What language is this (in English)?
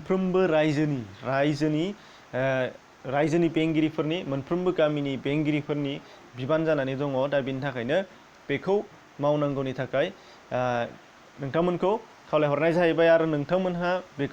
Bodo